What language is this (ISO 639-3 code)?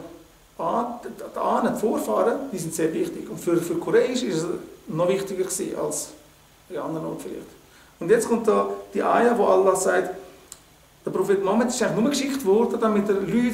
gsw